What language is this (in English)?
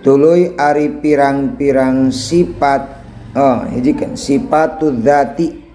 Sundanese